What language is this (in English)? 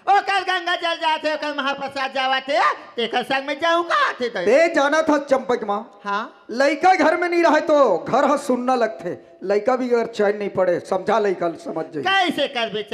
Chhattisgarhi